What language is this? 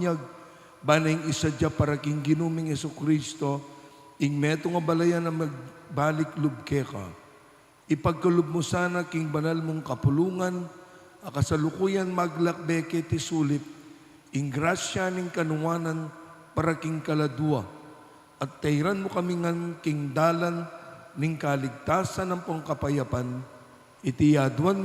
Pampanga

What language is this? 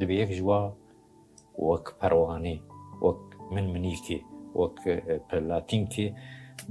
Kurdish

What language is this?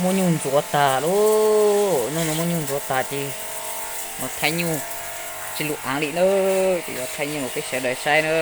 Hmong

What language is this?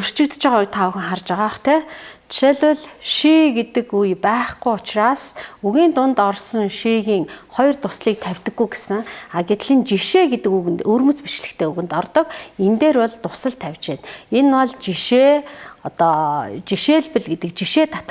Mongolian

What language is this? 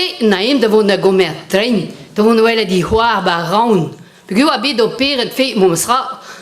Breton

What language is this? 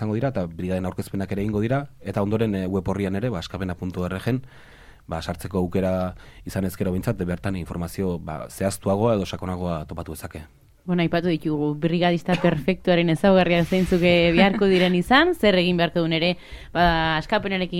Basque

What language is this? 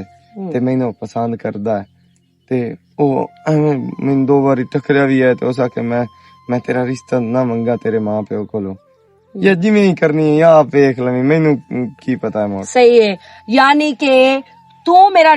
Western Panjabi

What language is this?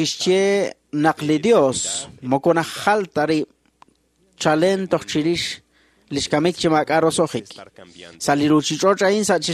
Kekchí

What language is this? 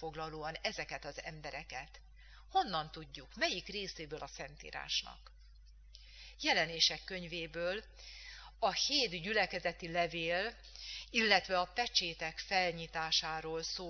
Hungarian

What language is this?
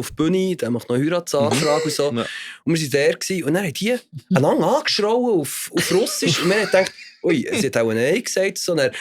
Swiss German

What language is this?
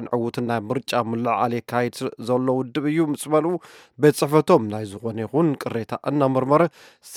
Tigrinya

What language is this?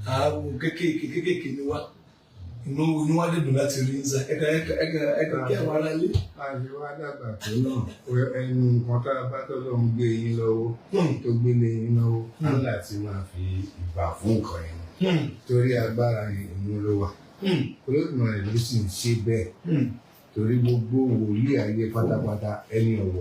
Yoruba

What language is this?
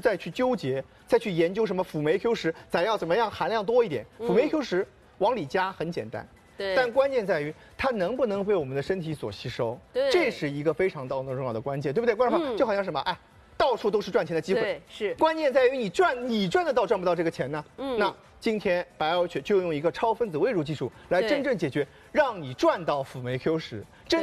Chinese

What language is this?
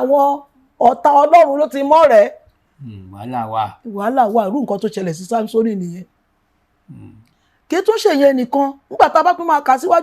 Yoruba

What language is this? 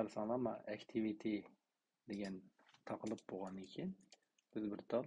Uyghur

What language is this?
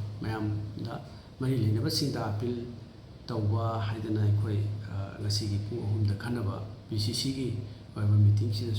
Manipuri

